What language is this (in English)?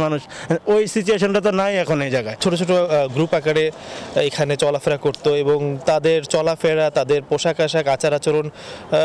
Bangla